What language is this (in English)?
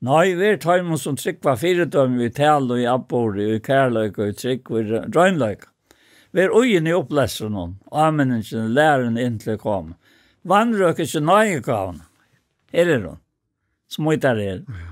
Faroese